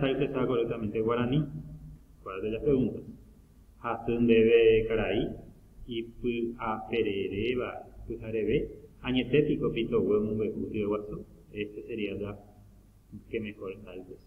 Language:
Guarani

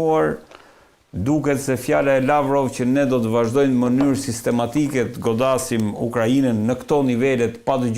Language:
Albanian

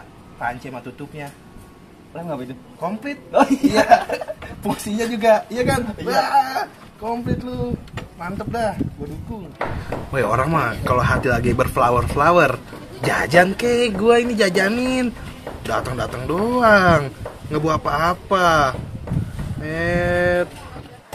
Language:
Betawi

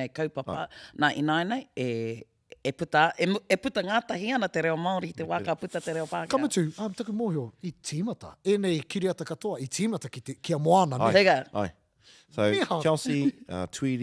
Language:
Māori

